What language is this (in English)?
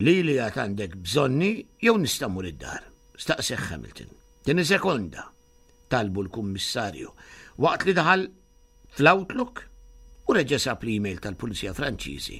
Maltese